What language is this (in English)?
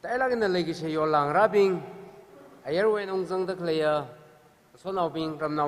Tangkhul Naga (India)